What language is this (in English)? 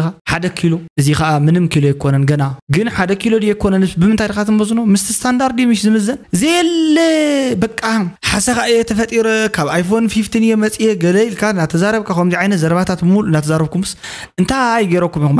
Tigrinya